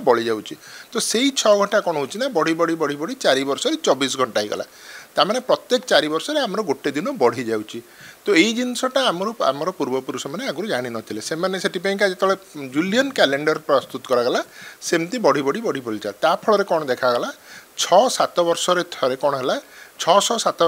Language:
Odia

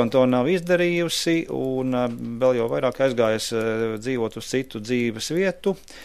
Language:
Latvian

